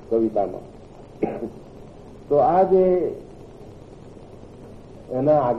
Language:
Gujarati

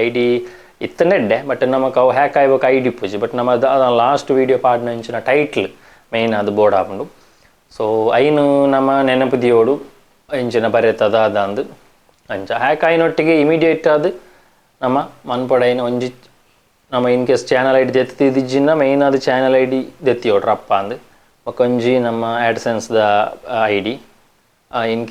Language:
Tulu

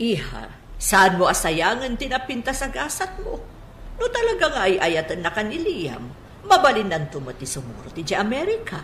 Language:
Iloko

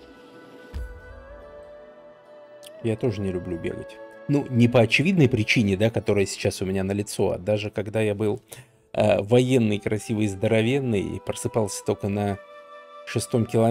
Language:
Russian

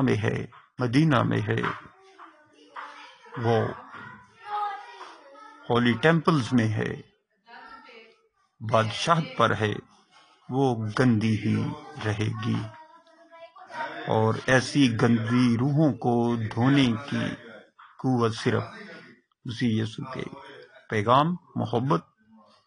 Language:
Urdu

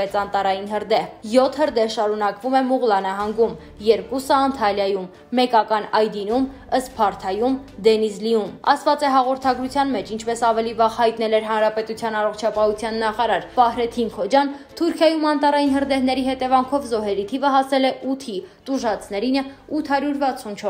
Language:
Armenian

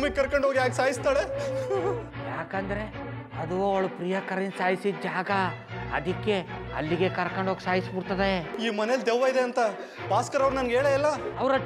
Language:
Kannada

